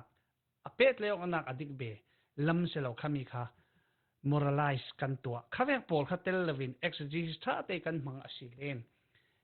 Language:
Falam Chin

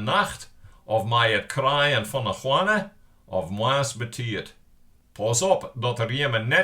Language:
Western Frisian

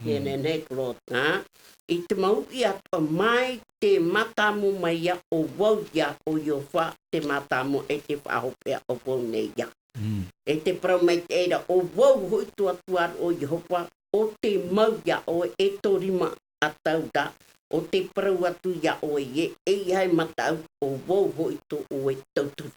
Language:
Tahitian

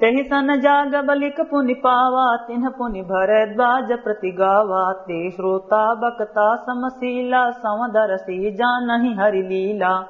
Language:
Awadhi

